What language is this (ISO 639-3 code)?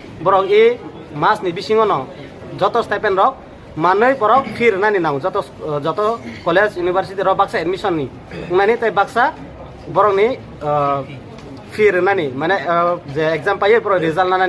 trp